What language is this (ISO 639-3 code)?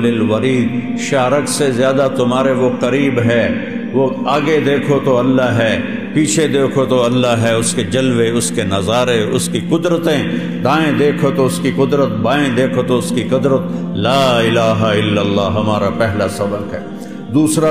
urd